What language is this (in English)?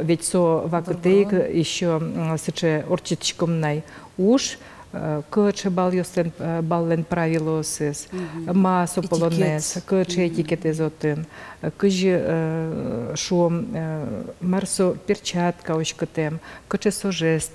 Udmurt